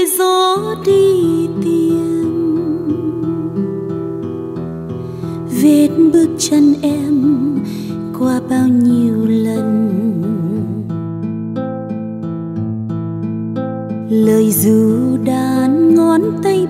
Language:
Vietnamese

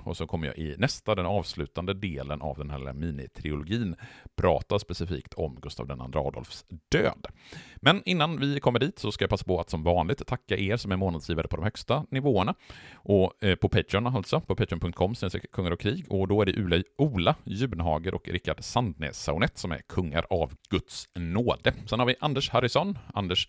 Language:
Swedish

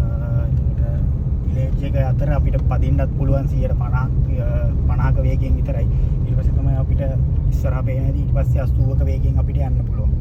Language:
Sinhala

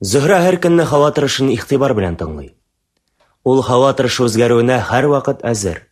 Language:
Tatar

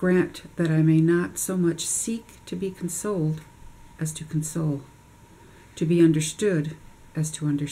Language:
English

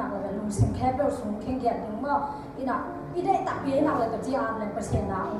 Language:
Tedim Chin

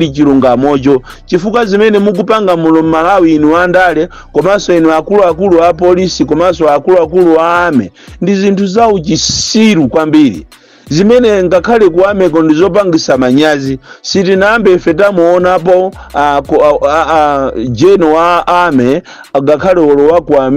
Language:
Nyanja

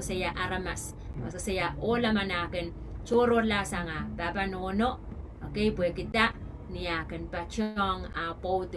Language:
Pohnpeian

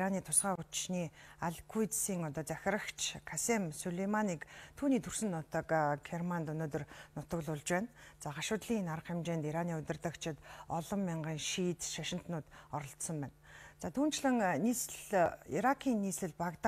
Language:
Mongolian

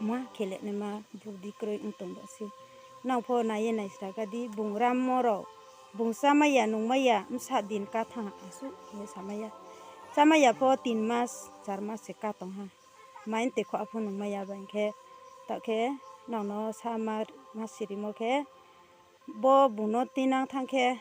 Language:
Riang (India)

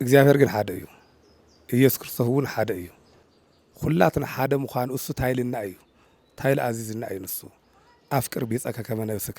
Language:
Tigrinya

